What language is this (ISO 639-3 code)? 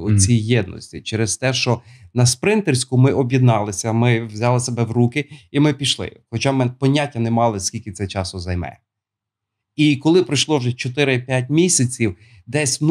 ukr